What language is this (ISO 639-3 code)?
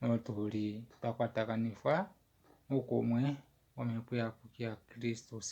kua